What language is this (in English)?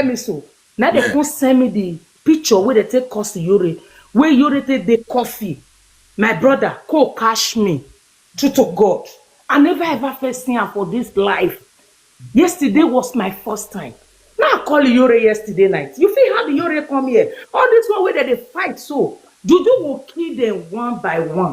Nigerian Pidgin